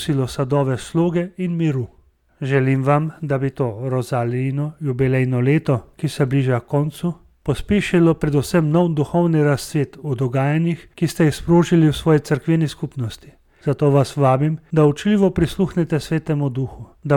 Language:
Slovenian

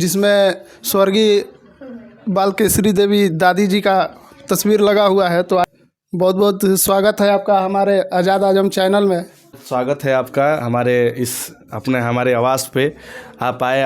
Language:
Bhojpuri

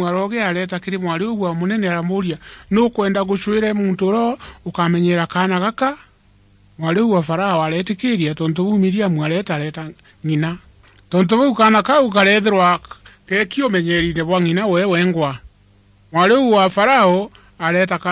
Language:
Meru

